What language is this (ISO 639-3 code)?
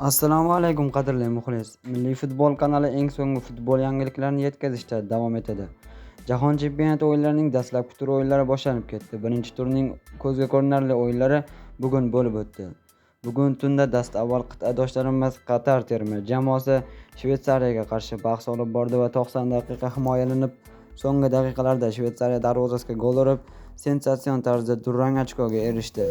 uzb